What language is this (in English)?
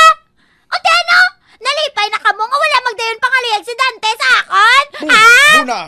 Hiligaynon